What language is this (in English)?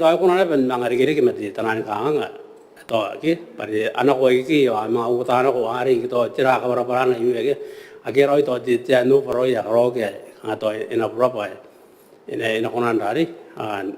Gilbertese